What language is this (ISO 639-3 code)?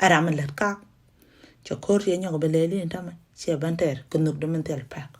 nus